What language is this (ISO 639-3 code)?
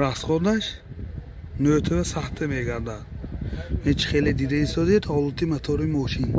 tgk